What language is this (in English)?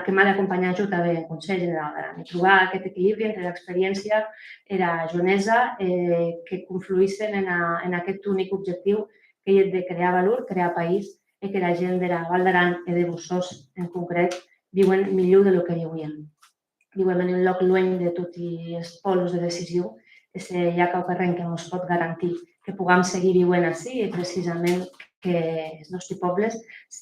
Occitan